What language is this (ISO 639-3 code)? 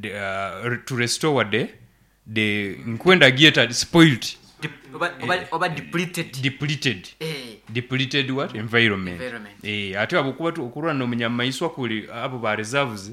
nyo